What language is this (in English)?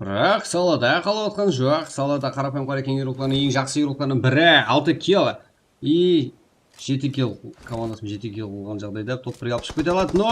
Kara-Kalpak